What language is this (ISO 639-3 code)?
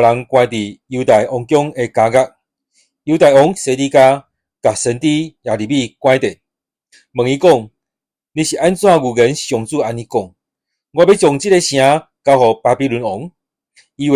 nan